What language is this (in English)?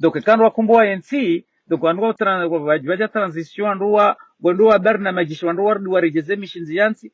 Ngazidja Comorian